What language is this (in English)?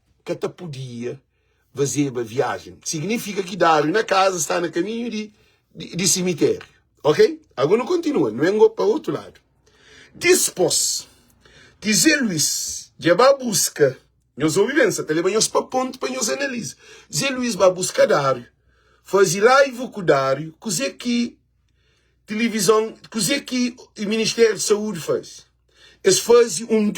Kabuverdianu